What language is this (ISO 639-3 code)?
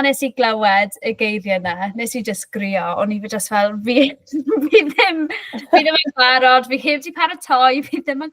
cym